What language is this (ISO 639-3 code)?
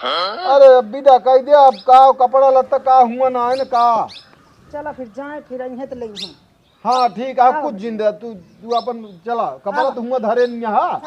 awa